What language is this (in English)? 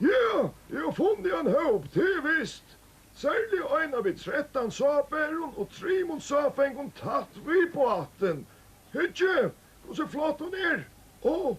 Faroese